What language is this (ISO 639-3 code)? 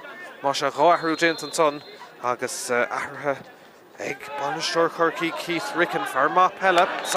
gle